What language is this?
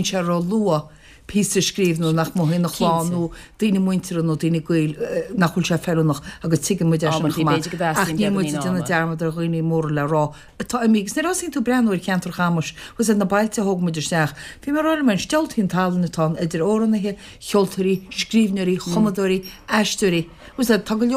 Irish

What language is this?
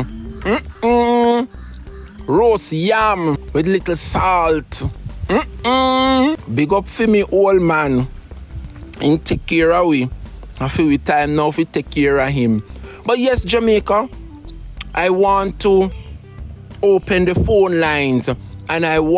Jamaican Creole English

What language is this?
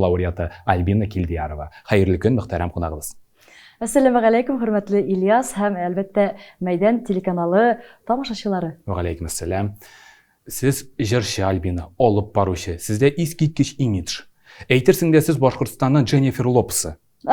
Tatar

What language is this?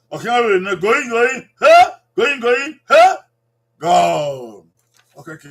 Bini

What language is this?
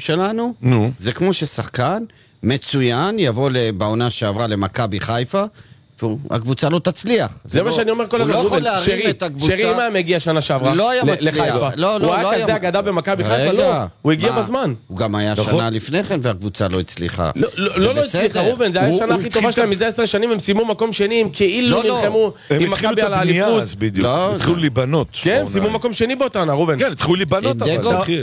Hebrew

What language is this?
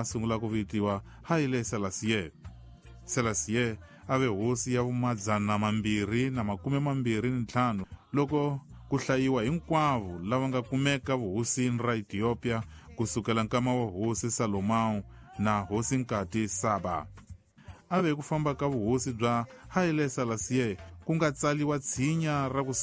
Tsonga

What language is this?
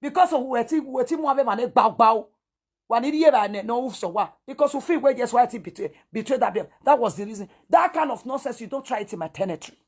Nigerian Pidgin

